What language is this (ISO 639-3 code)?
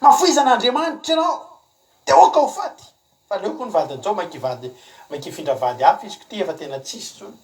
mlg